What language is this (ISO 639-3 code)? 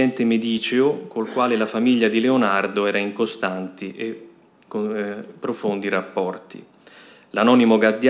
ita